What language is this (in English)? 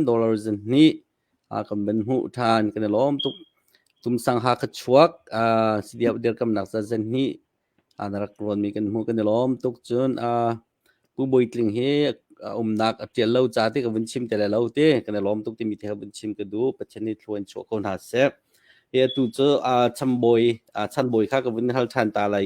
Hakha Chin